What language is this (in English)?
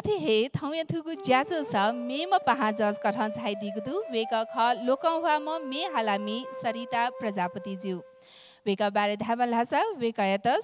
Newari